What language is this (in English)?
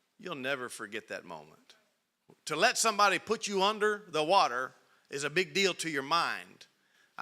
English